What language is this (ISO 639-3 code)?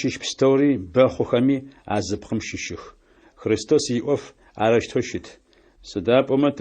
ady